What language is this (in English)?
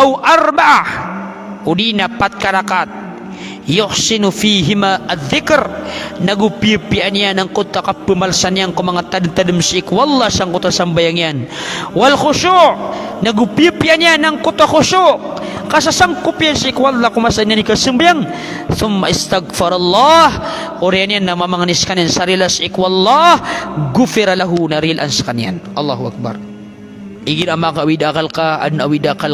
Maranao